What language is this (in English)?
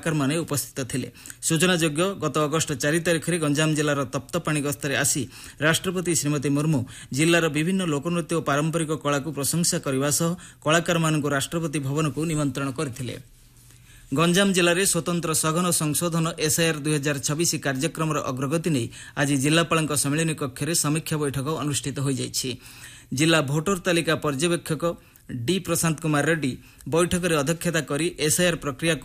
Odia